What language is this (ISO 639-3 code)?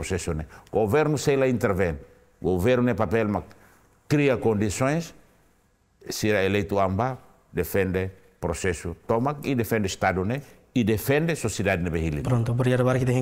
tet